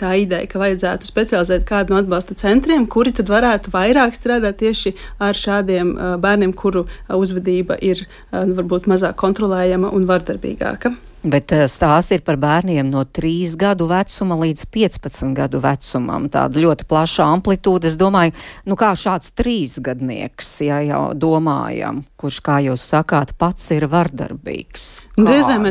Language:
Latvian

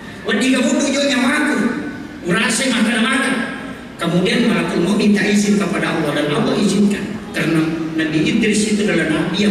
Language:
Buginese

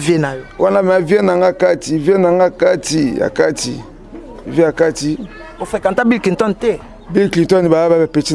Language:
Lingala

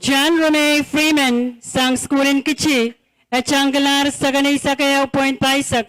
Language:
Pohnpeian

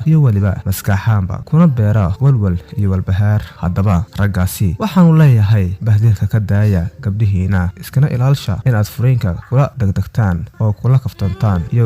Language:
Somali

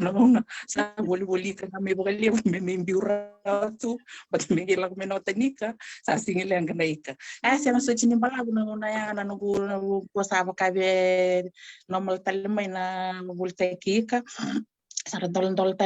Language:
Fijian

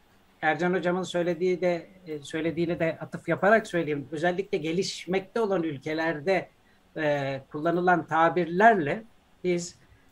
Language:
Turkish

